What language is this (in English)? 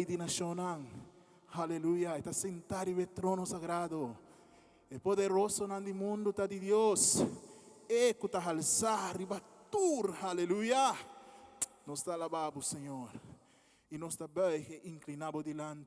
Papiamento